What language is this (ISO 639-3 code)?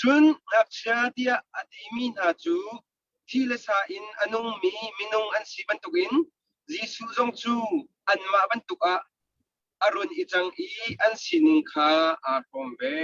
cnh